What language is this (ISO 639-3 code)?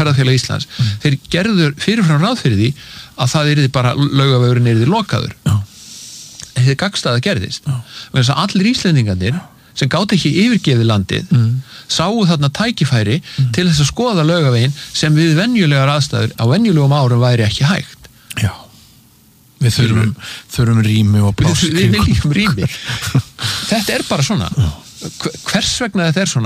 isl